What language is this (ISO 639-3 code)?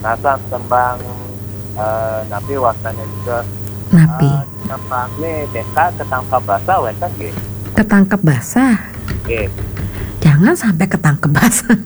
ban